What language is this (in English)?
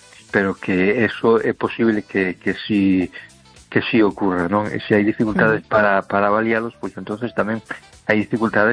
Galician